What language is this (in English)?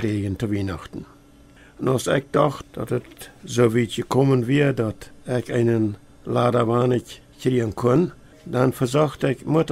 Plautdietsch